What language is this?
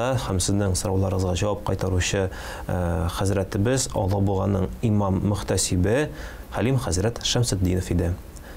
Tatar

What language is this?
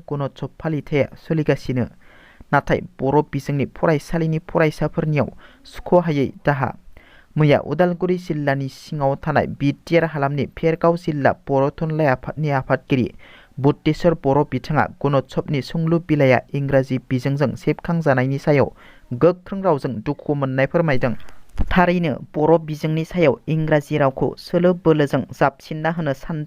Bodo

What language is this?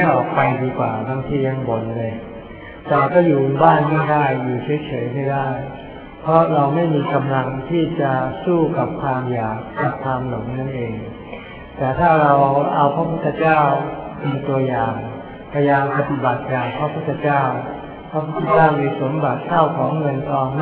Thai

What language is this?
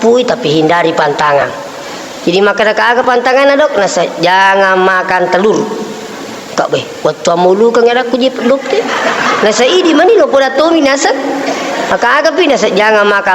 Buginese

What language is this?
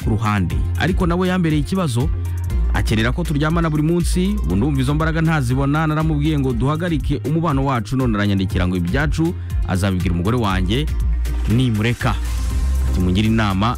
Kinyarwanda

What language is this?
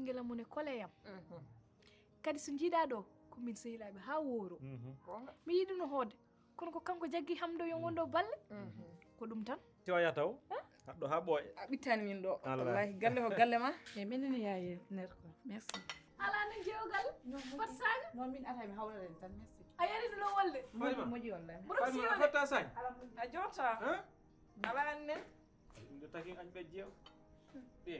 Fula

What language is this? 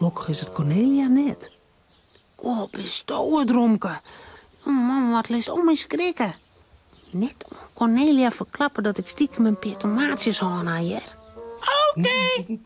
Western Frisian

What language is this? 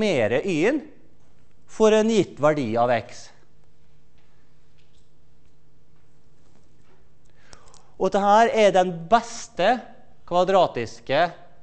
Norwegian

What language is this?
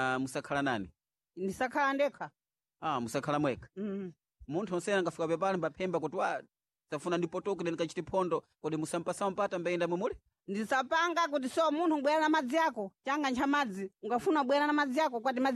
Sena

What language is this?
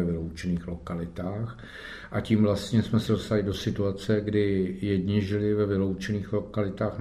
Czech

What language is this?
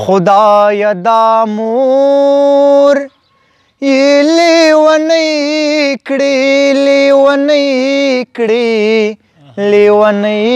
Pashto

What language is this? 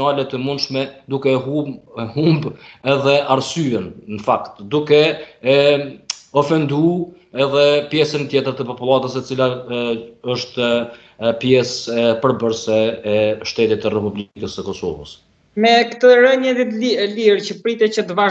Albanian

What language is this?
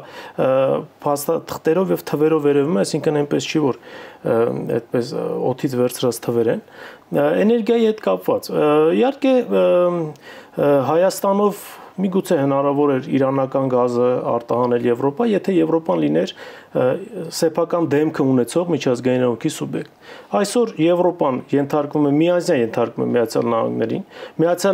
Armenian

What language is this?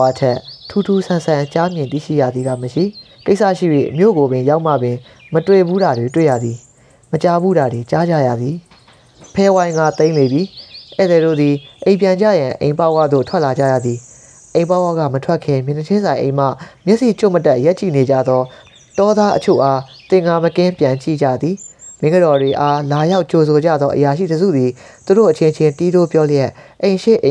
Burmese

